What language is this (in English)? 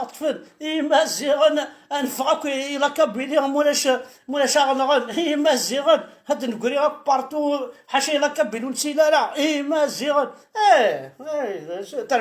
Kabyle